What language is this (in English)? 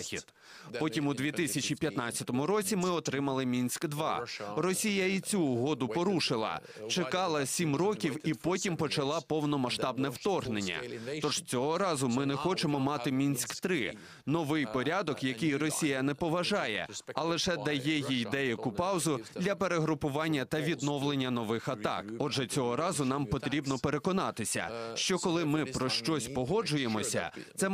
Ukrainian